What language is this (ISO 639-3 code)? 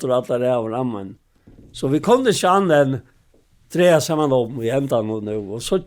fao